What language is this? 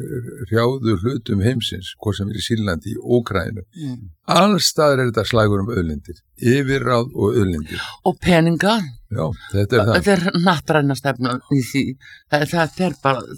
Icelandic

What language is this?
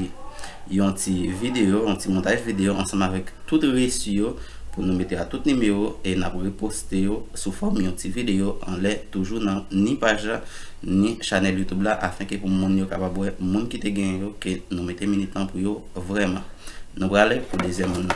Haitian Creole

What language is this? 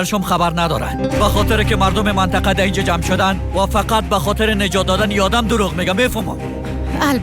Persian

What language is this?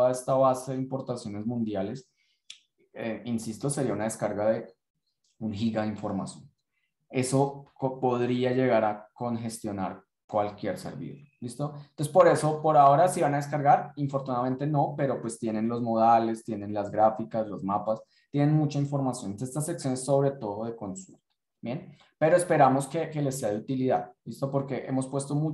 Spanish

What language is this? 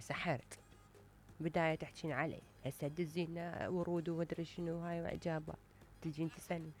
Mesopotamian Arabic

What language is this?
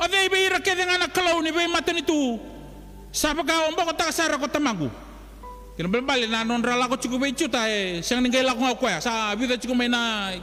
Fijian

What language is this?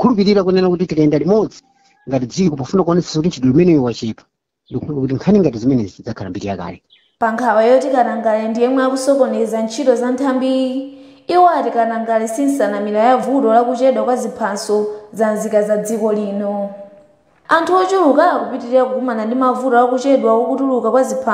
Nyanja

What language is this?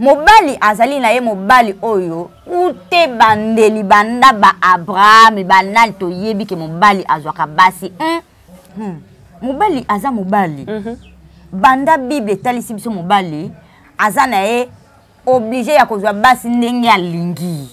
Lingala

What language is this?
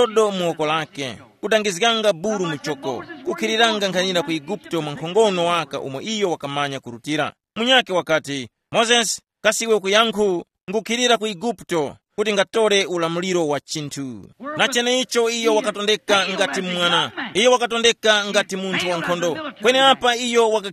Tumbuka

